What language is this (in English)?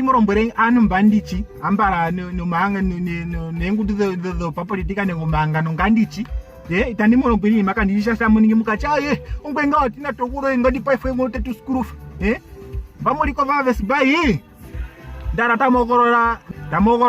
Ndonga